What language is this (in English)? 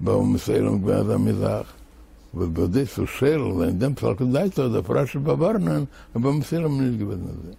Yiddish